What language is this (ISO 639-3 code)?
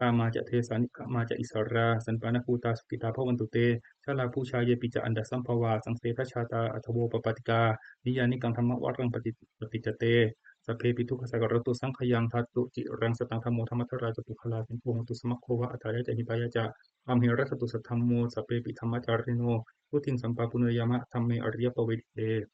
pli